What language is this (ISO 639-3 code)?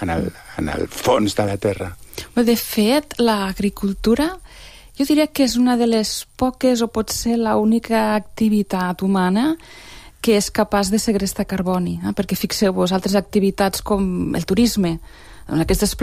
cat